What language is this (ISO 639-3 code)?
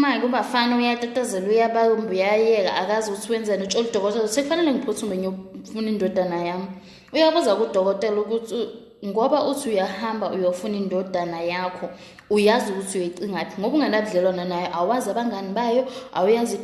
zul